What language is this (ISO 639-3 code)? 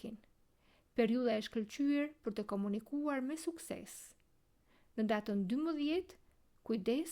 sqi